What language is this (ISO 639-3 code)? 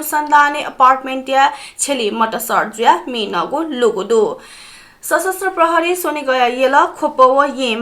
new